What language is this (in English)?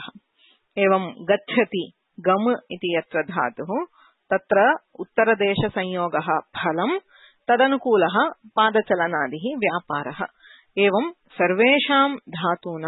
Sanskrit